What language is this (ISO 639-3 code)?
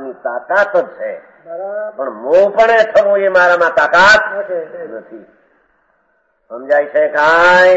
guj